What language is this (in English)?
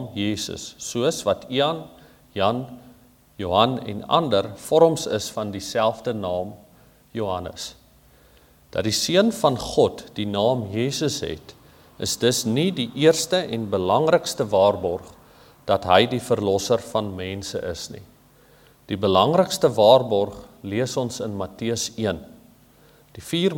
Afrikaans